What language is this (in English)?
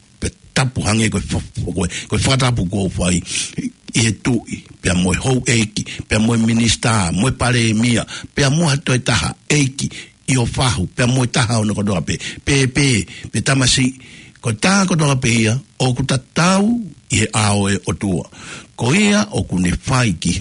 Tongan